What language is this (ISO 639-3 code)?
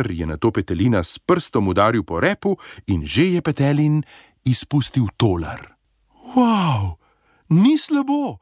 slv